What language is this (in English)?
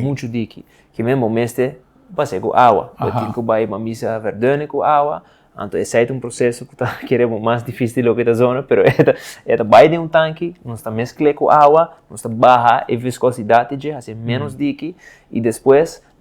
Papiamento